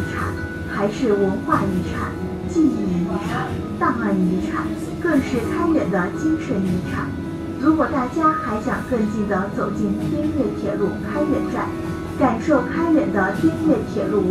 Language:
Chinese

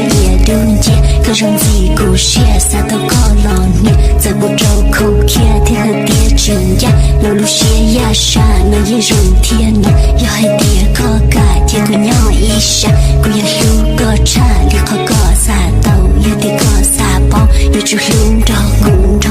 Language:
Hmong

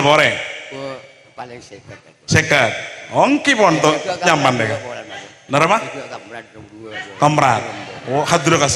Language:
Madurese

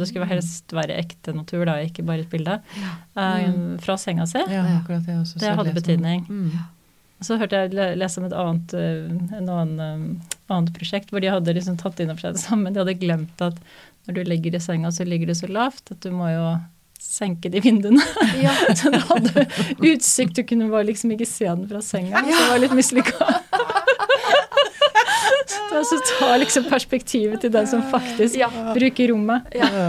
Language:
Norwegian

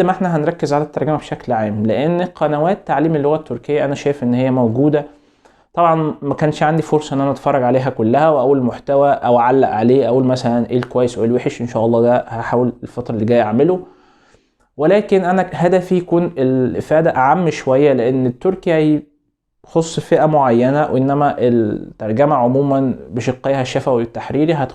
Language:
Egyptian Arabic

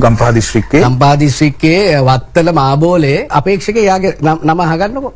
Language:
Sinhala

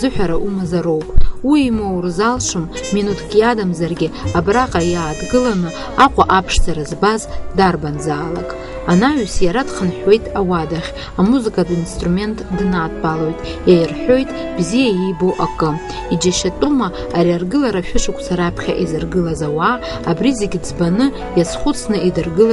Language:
Abkhazian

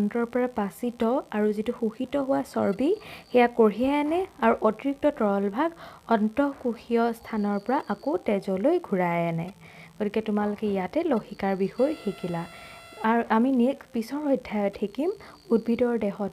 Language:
Assamese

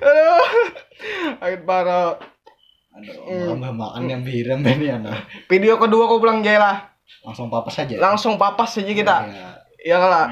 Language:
Banjar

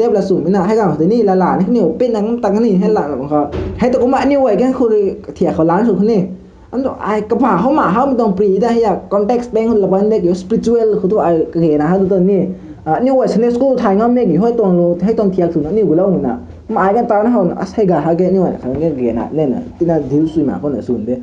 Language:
Rongmei Naga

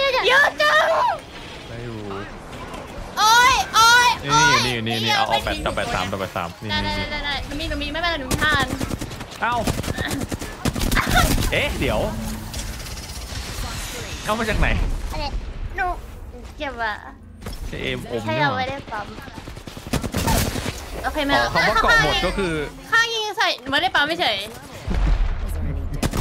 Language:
Thai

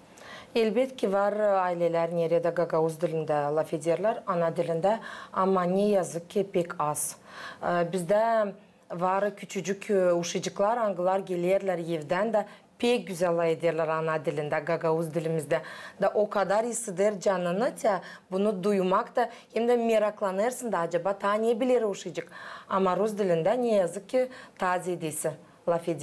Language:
Gagauz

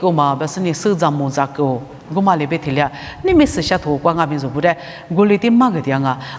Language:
Lisu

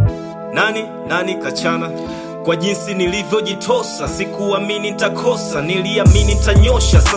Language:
Swahili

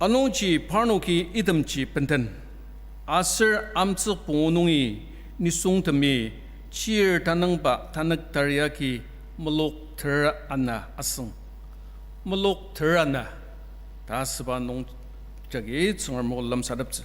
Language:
Ao Naga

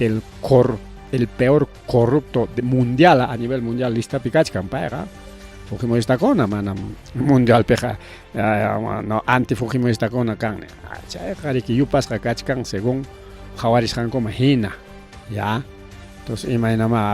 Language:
Ayacucho Quechua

